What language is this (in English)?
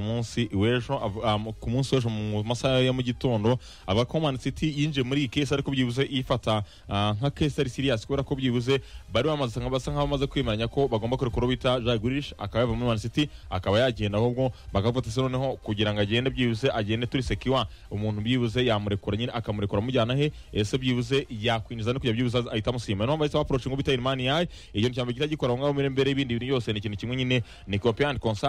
Kinyarwanda